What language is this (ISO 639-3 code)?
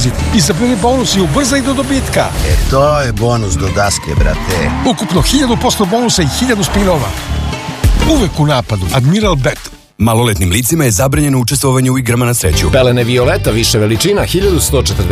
srp